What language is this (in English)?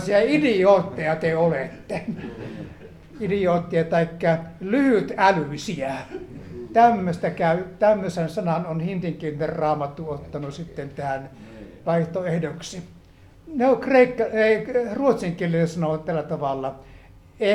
Finnish